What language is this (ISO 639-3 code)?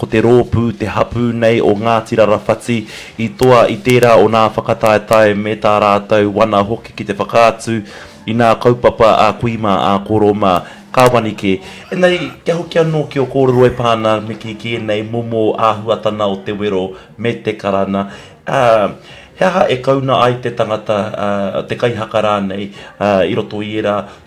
mri